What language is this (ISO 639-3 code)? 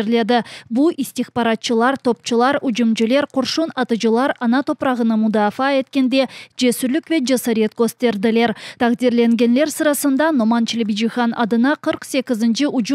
crh